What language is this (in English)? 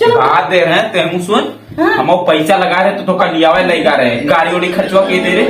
Awadhi